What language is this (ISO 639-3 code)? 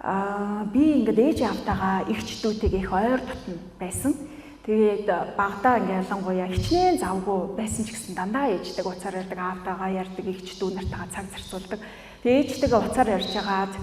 mon